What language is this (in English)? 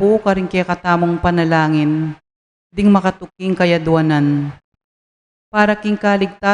Pampanga